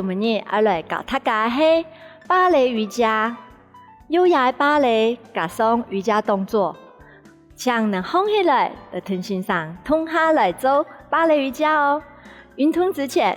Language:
Hakka Chinese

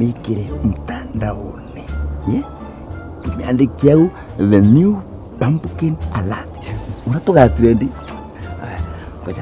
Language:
Meru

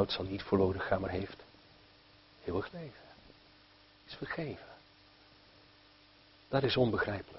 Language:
Dutch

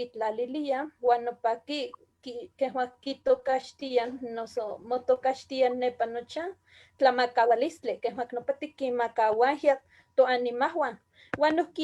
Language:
Eastern Huasteca Nahuatl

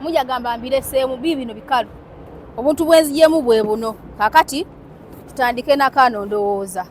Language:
Ganda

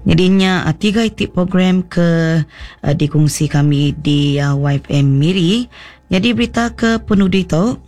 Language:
Iban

